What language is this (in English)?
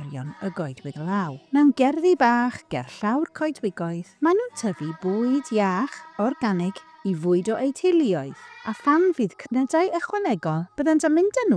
Welsh